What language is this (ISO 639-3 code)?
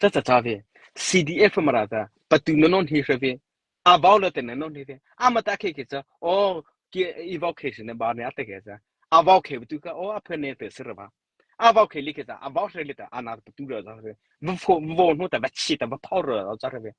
mrh